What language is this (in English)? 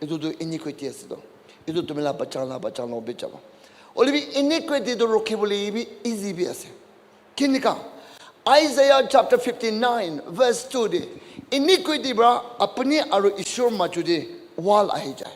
Naga Pidgin